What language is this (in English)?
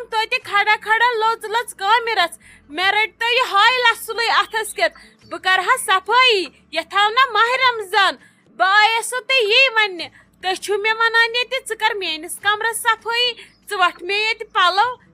Kashmiri